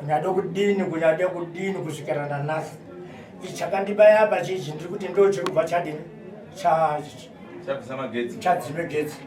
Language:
Shona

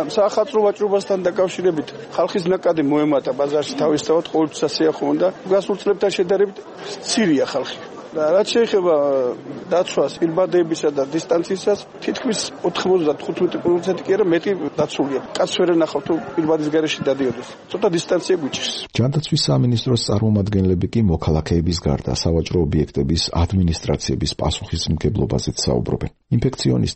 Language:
Georgian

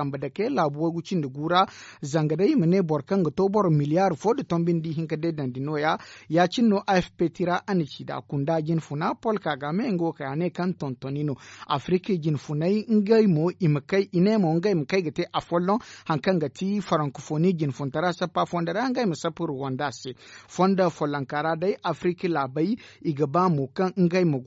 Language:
Zarma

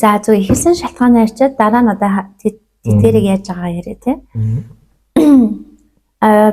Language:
Mongolian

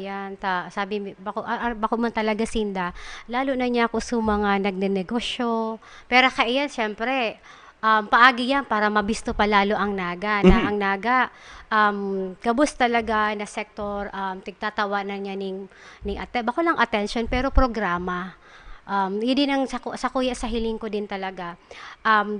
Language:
Bikol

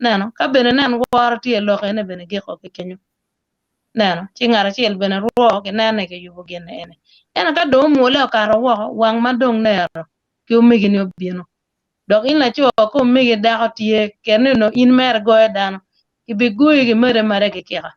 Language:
Acoli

